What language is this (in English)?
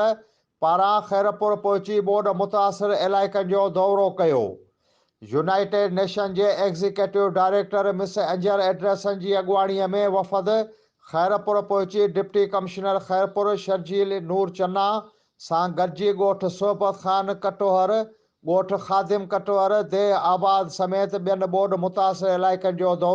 Sindhi